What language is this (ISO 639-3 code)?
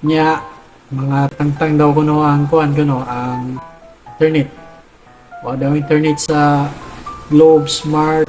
ceb